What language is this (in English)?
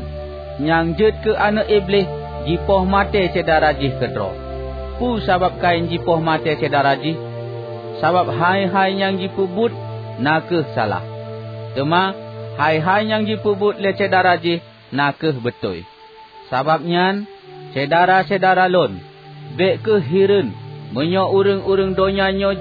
Achinese